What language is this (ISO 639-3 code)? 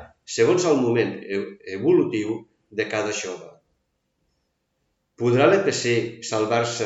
cat